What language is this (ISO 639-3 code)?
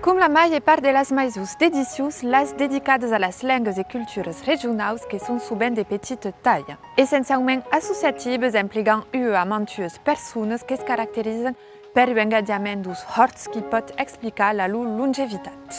oci